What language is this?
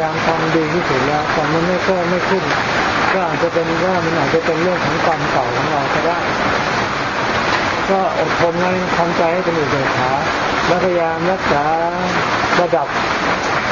Thai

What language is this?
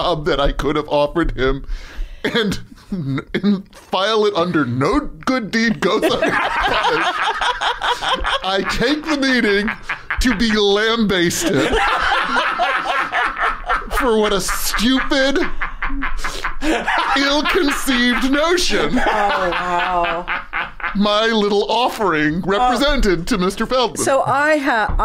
English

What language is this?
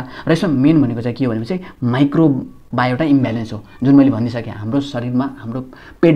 Nepali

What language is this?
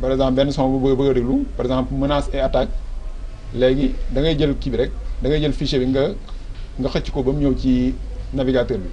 Wolof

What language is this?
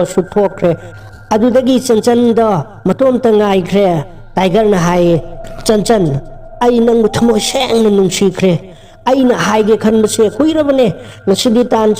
Manipuri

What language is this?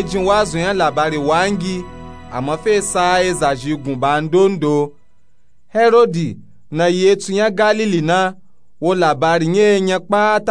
Nupe-Nupe-Tako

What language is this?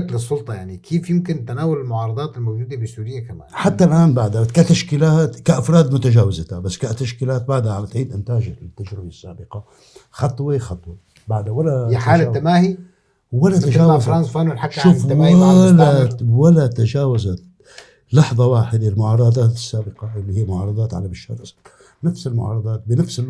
North Levantine Arabic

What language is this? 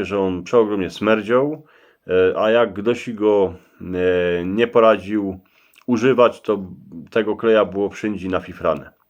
Silesian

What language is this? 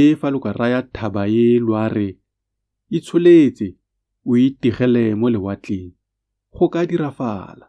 Tswana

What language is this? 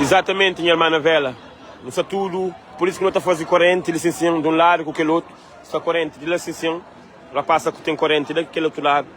Kabuverdianu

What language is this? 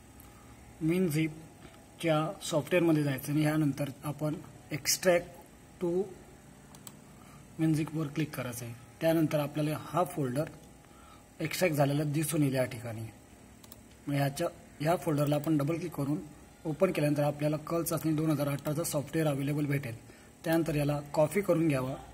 Marathi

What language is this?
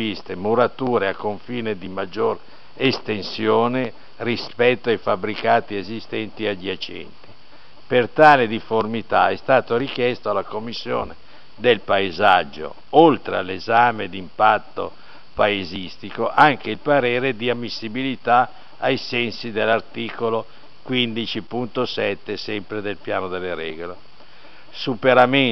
Italian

